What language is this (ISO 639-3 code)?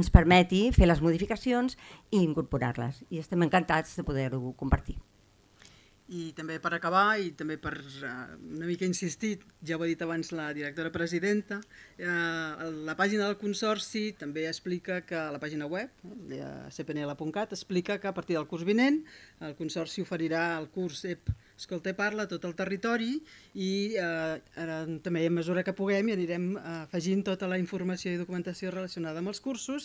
cat